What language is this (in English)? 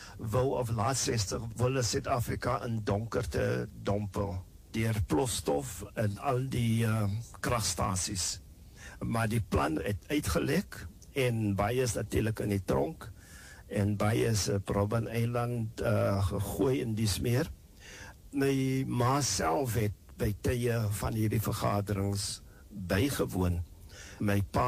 Afrikaans